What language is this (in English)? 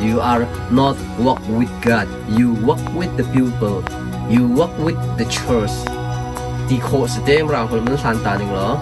Hakha Chin